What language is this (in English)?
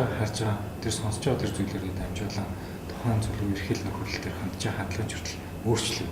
Mongolian